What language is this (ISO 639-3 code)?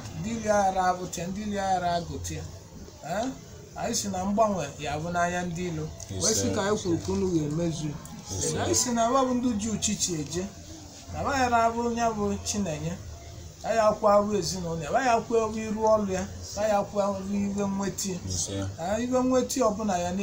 ibo